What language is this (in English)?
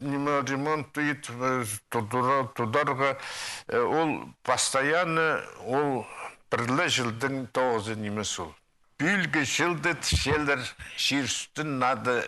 Khakas